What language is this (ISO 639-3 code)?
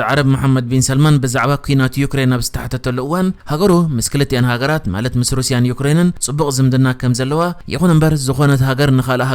tir